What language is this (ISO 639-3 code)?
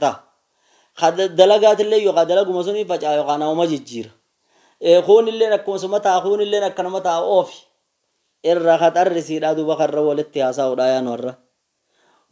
orm